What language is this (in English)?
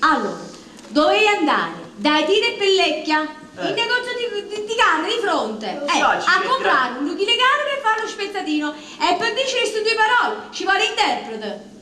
Neapolitan